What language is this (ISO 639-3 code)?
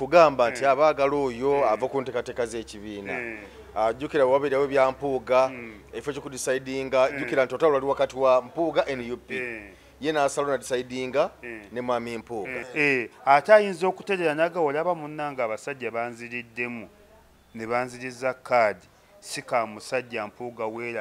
lug